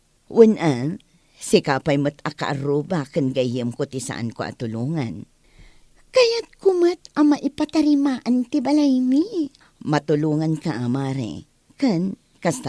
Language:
Iloko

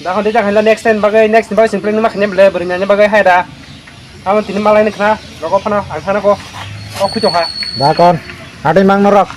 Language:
Kok Borok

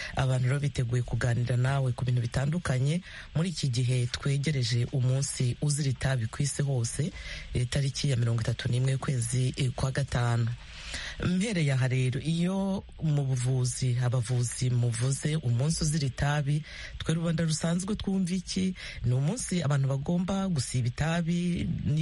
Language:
Kinyarwanda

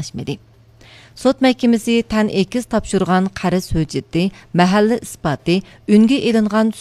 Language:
Uyghur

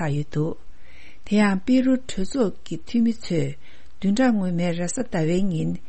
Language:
Tibetan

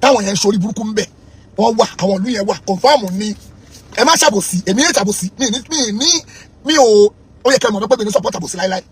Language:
Yoruba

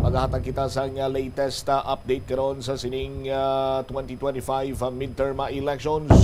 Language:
Hiligaynon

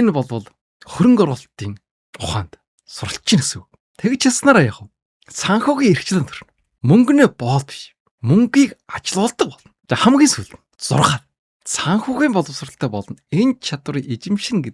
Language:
Mongolian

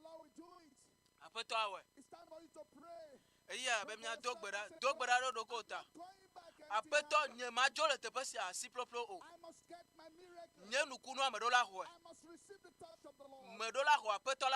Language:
Ewe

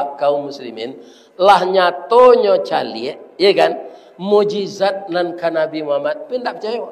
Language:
Minangkabau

